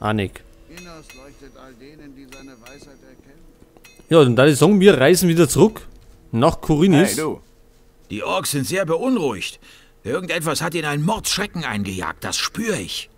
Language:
Bavarian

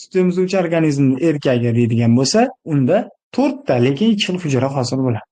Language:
Uzbek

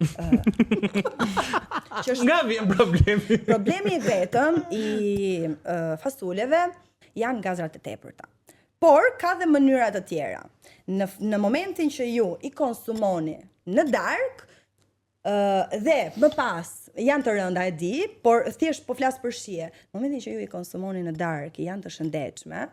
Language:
Albanian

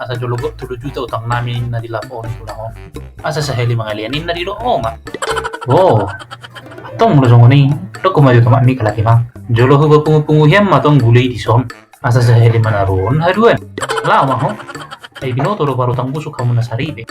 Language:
Batak Toba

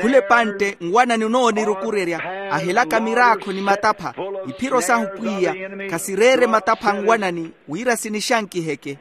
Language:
Makhuwa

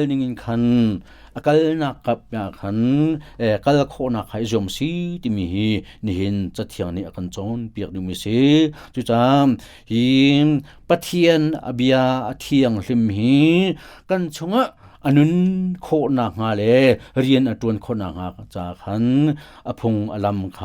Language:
Hakha Chin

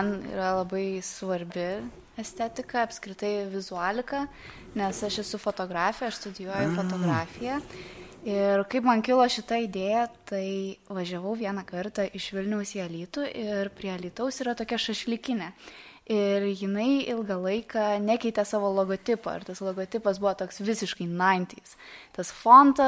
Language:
Lithuanian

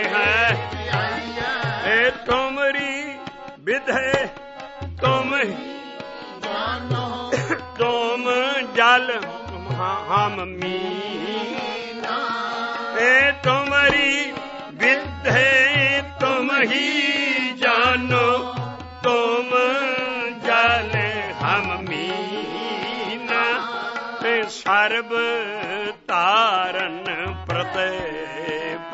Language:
Punjabi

